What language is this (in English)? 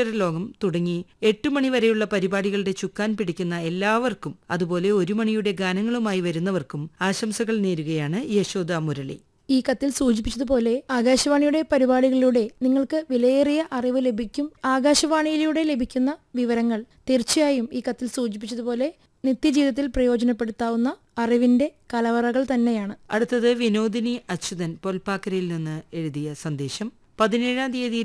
Malayalam